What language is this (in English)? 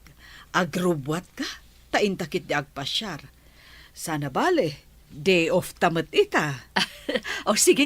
Iloko